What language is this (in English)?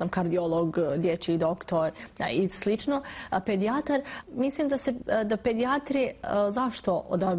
Bosnian